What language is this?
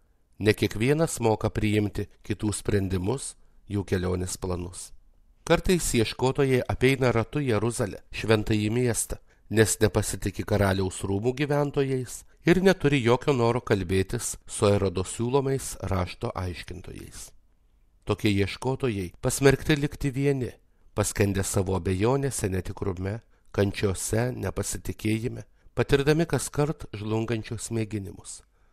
Lithuanian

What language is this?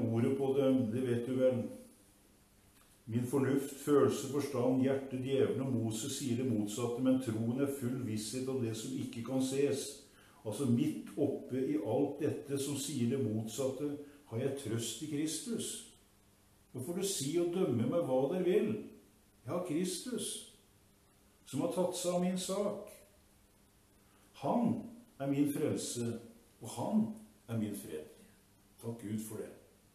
Norwegian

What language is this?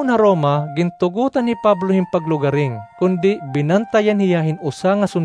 Waray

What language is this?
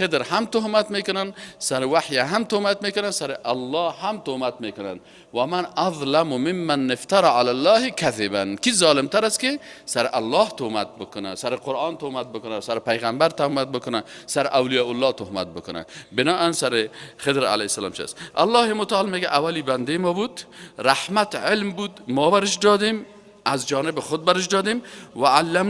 Persian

